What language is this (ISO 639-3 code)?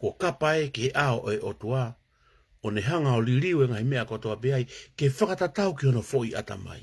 ton